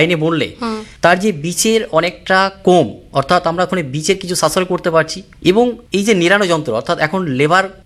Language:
Bangla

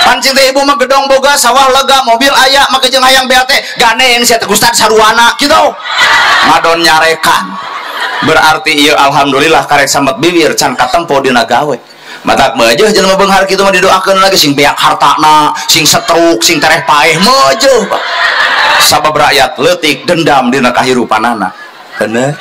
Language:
Sundanese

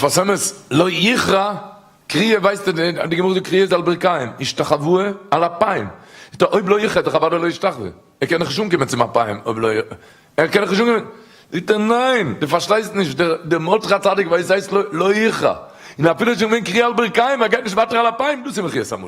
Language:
Yiddish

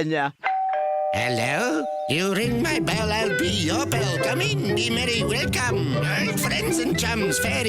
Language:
Tswana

